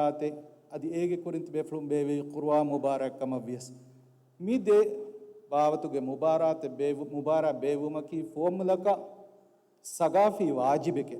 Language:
Divehi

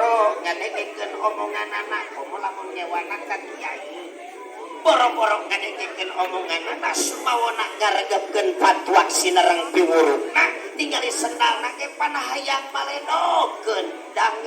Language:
Sundanese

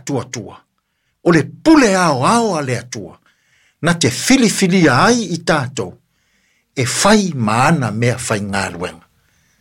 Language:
Samoan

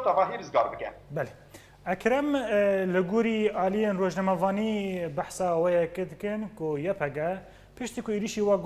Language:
Kurdish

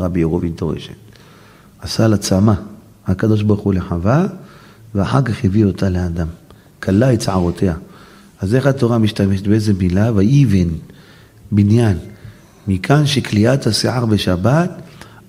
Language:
Hebrew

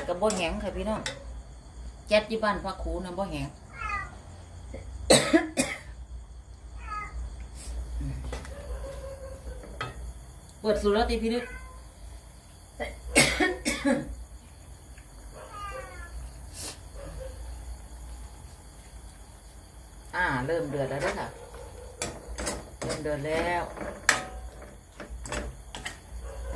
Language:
Thai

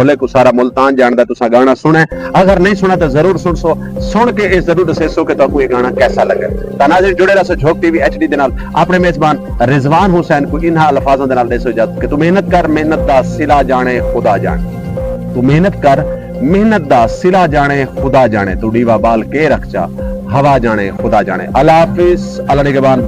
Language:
Saraiki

